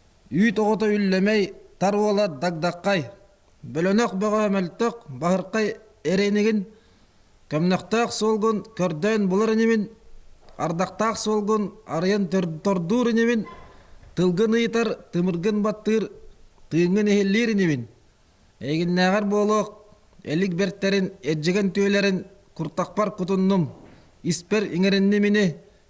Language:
Yakut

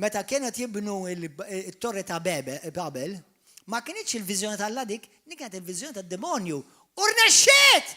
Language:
Maltese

